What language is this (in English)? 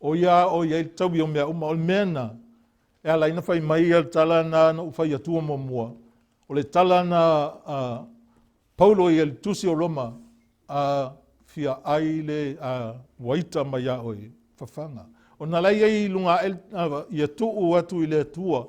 Samoan